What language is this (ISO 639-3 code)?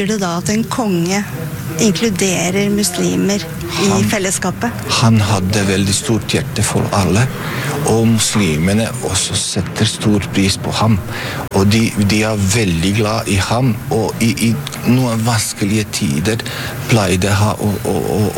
nor